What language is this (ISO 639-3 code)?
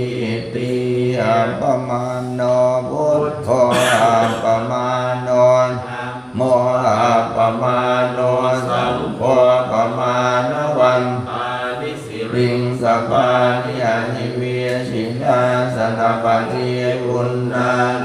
pli